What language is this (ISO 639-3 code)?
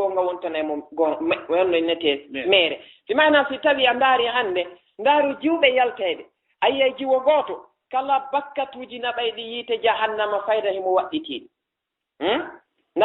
ful